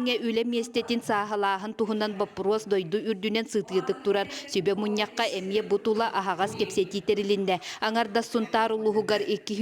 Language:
Yakut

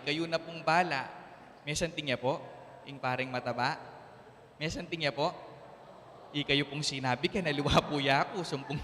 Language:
Pampanga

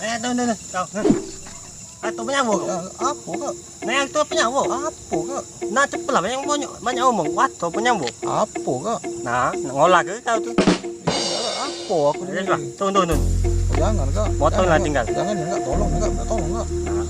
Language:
Musi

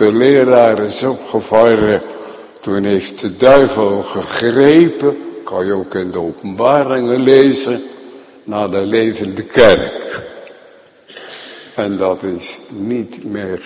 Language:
Dutch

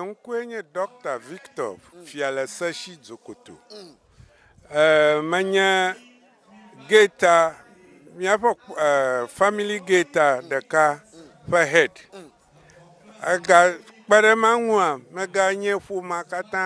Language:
Ewe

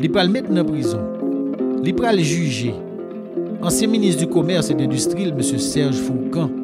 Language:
Haitian Creole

